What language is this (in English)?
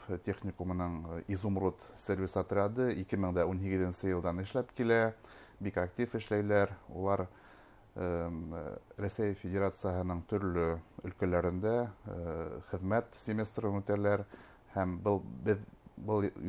Bashkir